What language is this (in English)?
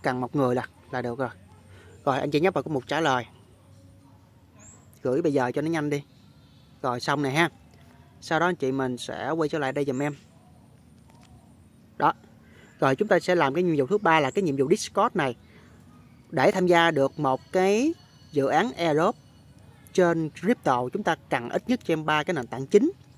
Vietnamese